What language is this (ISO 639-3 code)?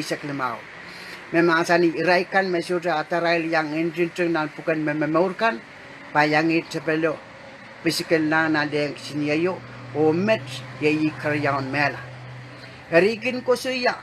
pon